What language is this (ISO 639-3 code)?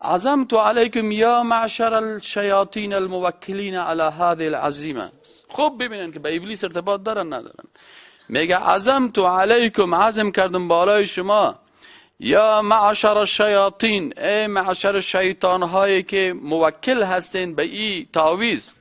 fas